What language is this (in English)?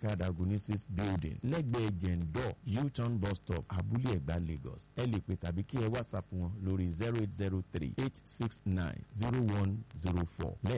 Yoruba